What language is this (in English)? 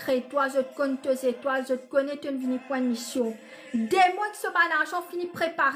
Morisyen